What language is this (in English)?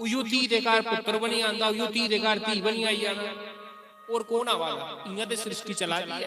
Dogri